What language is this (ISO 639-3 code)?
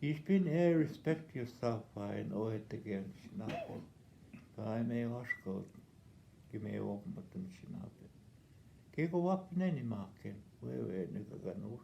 ojb